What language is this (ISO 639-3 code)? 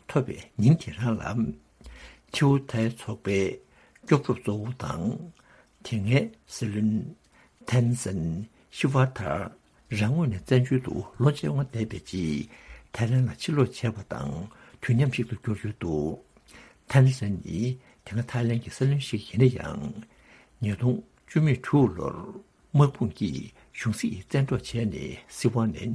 bod